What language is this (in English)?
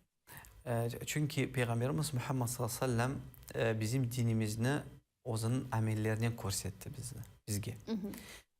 Crimean Tatar